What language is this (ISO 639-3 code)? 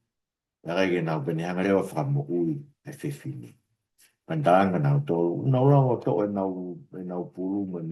ton